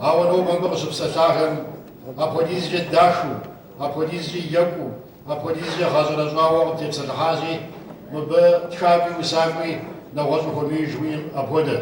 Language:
Kabardian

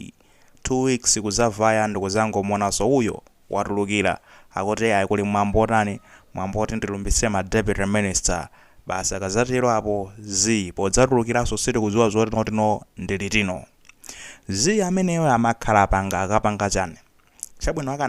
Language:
Nyanja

